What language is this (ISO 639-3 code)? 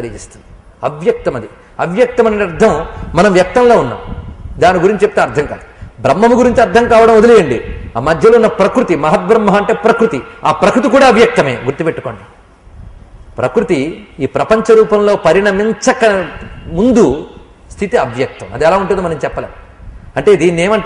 tel